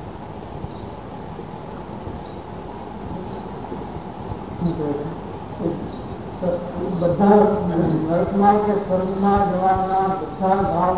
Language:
Gujarati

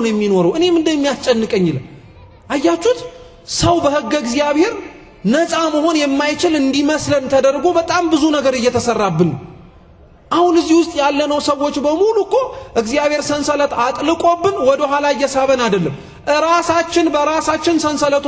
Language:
Amharic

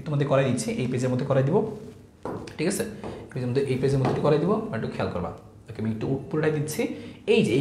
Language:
Bangla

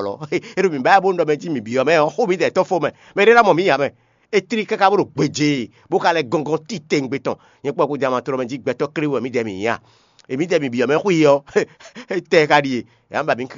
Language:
Fon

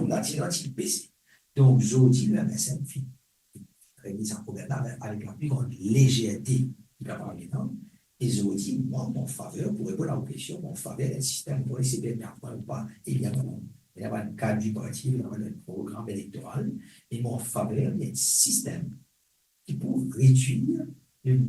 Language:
Morisyen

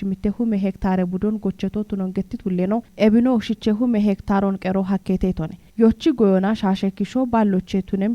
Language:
Kafa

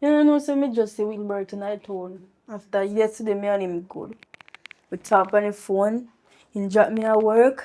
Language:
Jamaican Creole English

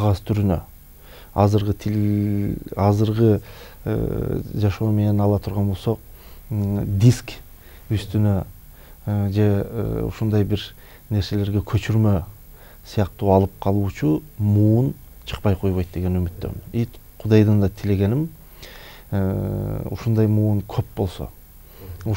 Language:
Kyrgyz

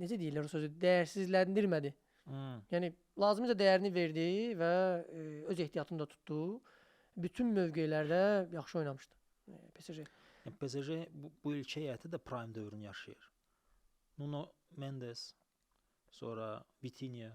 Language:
Azerbaijani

